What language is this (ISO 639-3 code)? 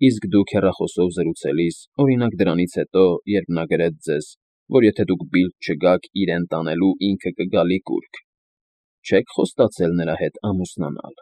hye